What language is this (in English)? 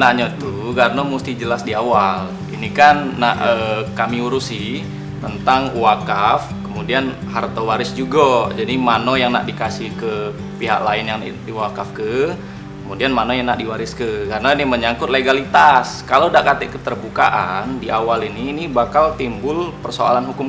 Musi